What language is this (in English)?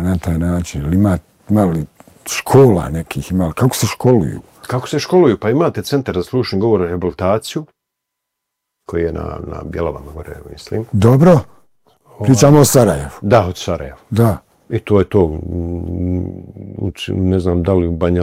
Bosnian